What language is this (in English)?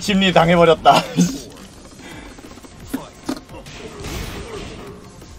Korean